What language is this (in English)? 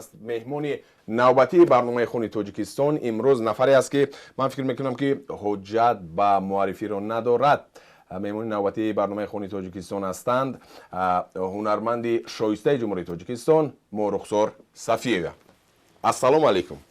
Tajik